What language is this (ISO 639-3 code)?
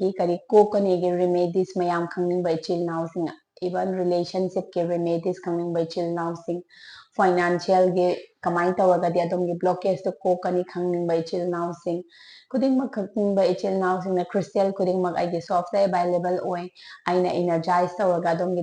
mni